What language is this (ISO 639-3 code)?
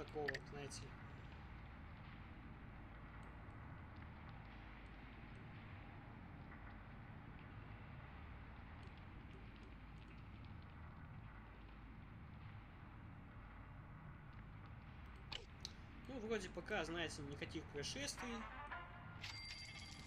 rus